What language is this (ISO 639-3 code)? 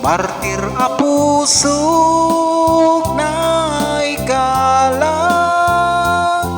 ilo